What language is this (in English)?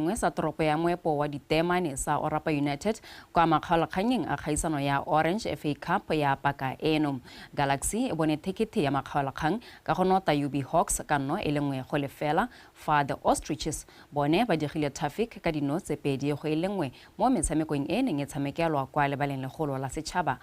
Tswana